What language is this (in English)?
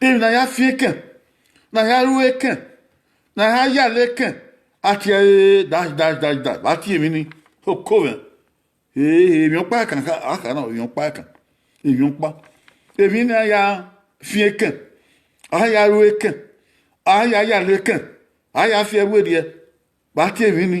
Bini